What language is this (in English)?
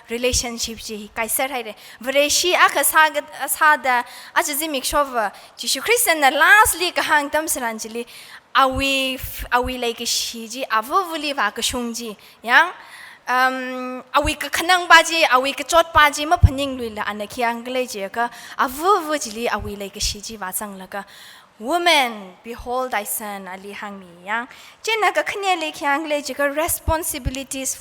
Tangkhul Naga (India)